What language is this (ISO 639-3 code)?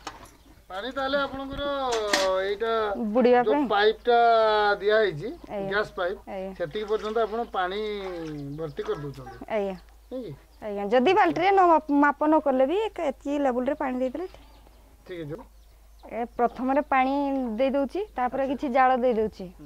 ori